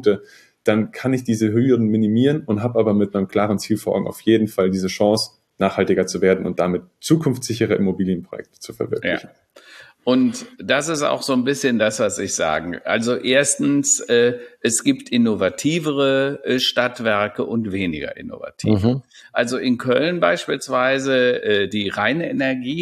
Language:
German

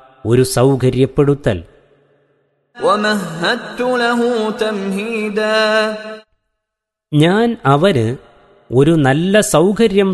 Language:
Malayalam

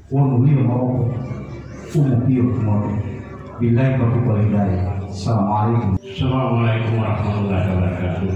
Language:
Gorontalo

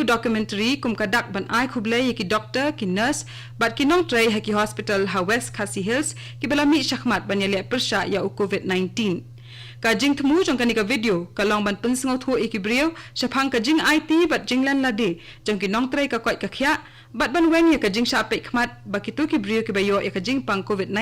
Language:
Khasi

